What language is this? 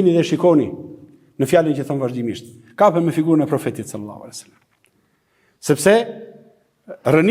Albanian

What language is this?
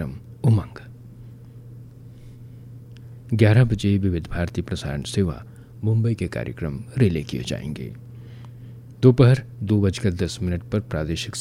Hindi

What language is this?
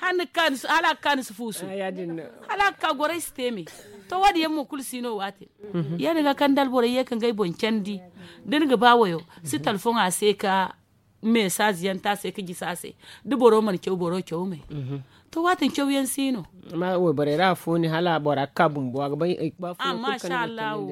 Zarma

